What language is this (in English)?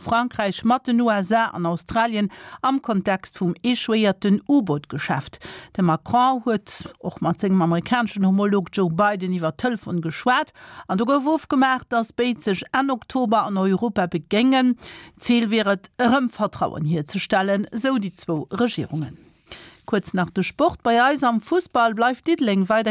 Luxembourgish